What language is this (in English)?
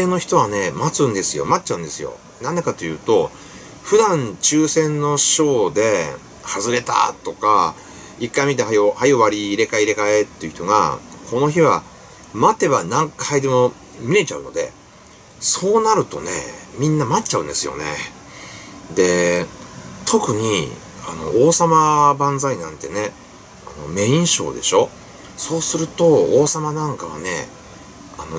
Japanese